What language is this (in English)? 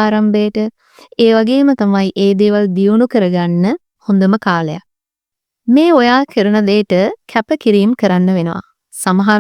Sinhala